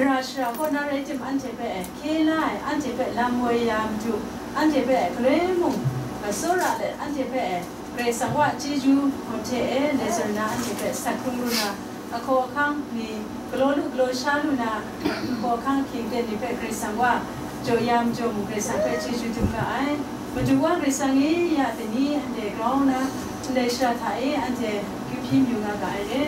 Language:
Kachin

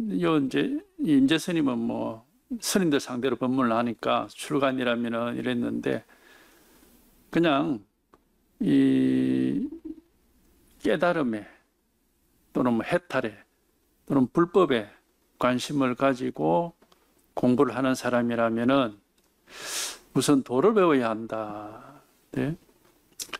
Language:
Korean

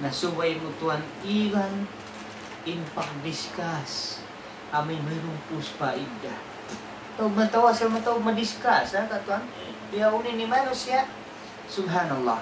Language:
Tausug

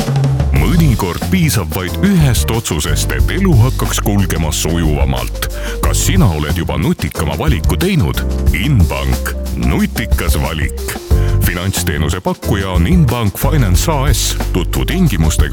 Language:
Estonian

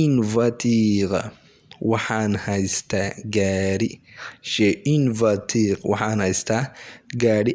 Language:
Somali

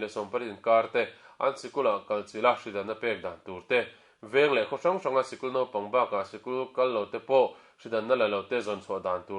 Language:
Mizo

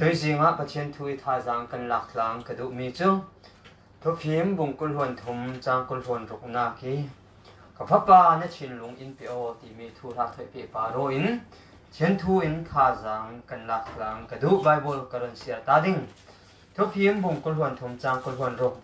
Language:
Falam Chin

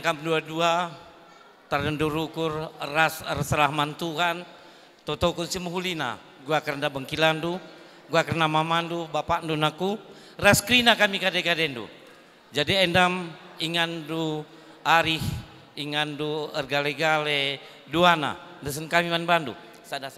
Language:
Batak Karo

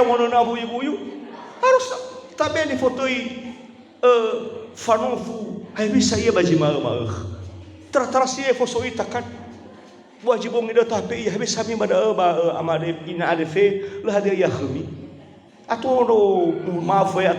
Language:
Nias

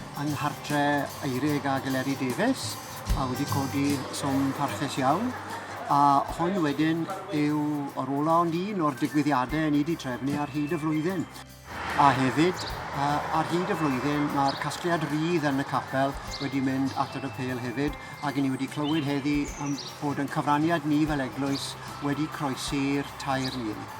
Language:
Welsh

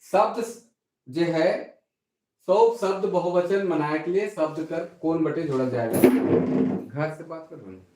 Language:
Sadri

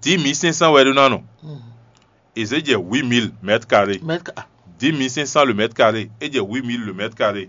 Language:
Fon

